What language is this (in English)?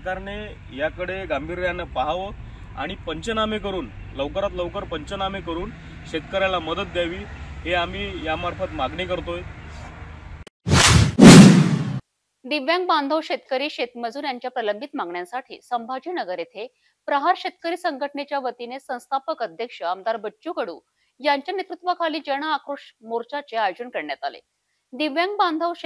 Marathi